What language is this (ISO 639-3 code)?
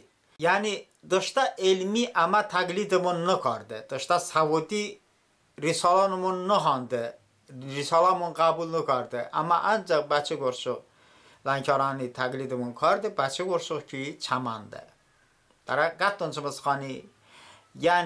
tly